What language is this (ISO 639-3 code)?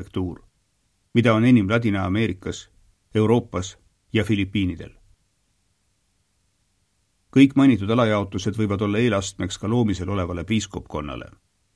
est